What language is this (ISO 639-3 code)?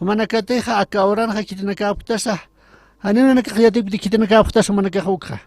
aym